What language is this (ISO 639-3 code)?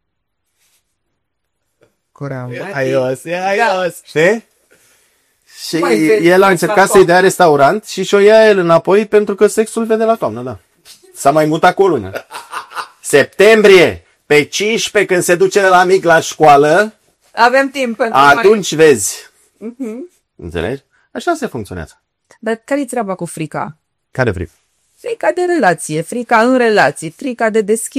ron